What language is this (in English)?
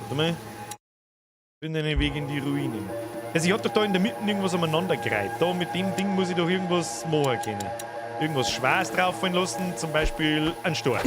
Bavarian